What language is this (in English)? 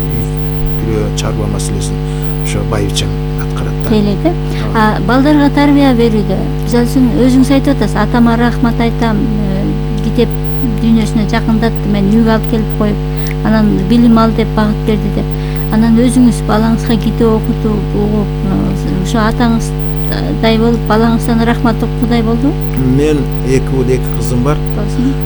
Kyrgyz